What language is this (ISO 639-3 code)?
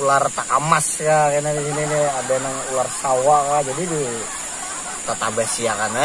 bjn